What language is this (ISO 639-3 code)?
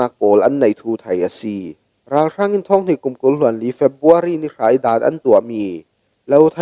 cfm